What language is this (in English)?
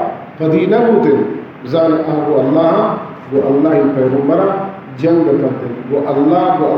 Baluchi